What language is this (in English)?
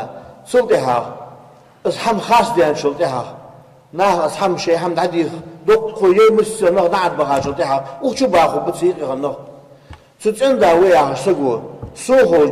Ingush